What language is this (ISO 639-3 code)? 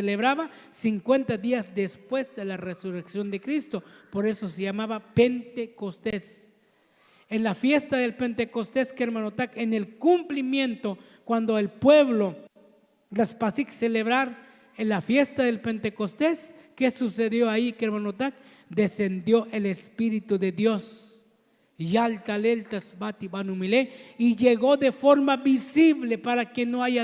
tzo